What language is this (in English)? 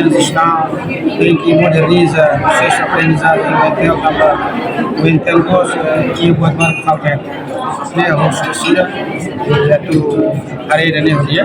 Tetum